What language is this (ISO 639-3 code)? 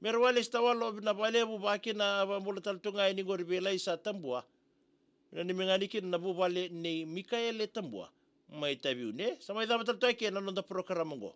fij